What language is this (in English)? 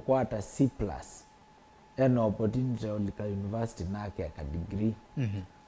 Kamba